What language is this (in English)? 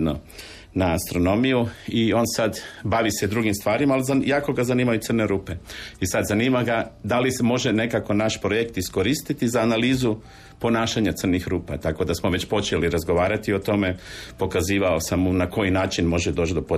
Croatian